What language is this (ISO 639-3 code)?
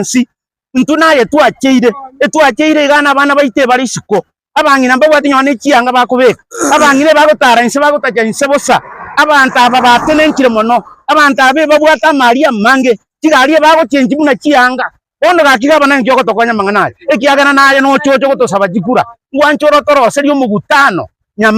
guz